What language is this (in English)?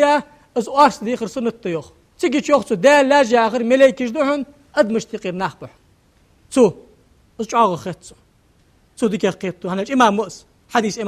Ingush